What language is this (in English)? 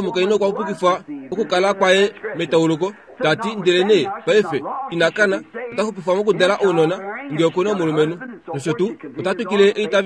Kuanyama